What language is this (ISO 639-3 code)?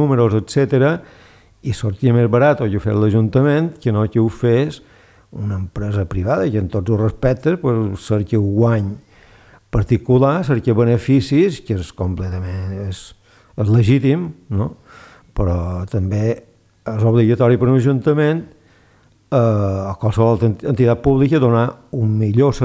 cat